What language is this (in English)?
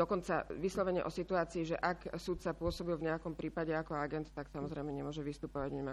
Slovak